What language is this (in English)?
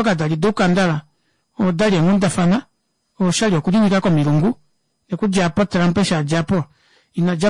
Kuanyama